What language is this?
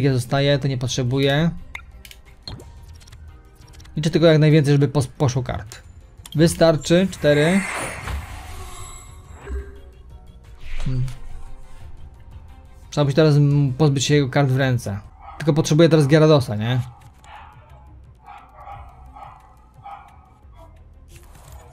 Polish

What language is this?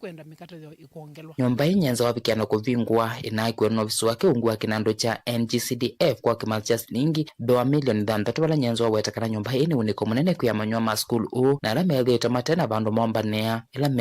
Kamba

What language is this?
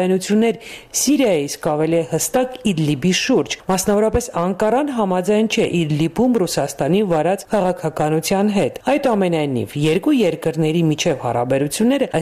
Armenian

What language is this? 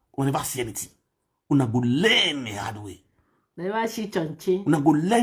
Nigerian Pidgin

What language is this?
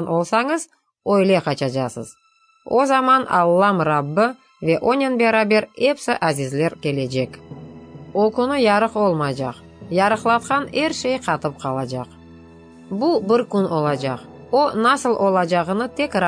Crimean Tatar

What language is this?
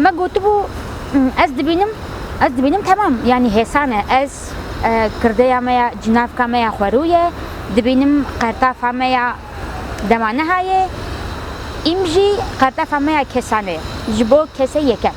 Kurdish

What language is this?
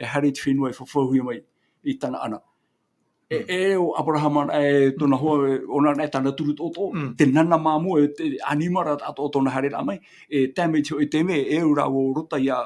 Tahitian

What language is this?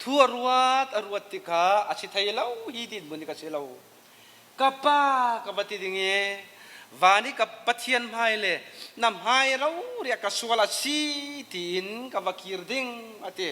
Falam Chin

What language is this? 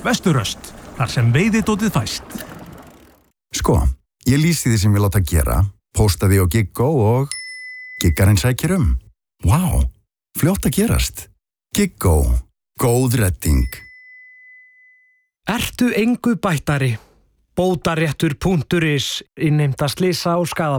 Icelandic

